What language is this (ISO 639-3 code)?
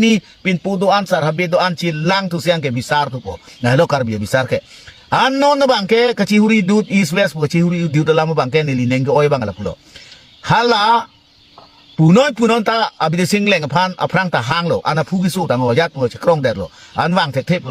mjw